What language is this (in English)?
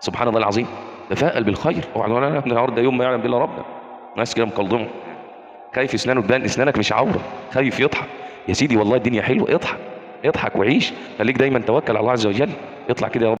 Egyptian Arabic